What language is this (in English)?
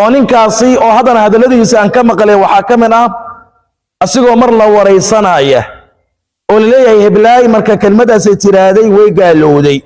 Somali